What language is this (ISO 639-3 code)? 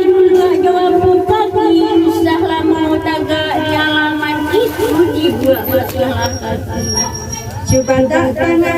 min